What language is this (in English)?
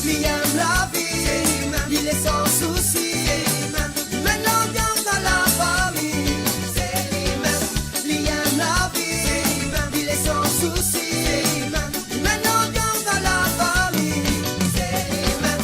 Morisyen